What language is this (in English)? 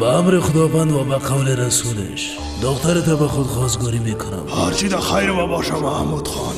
Persian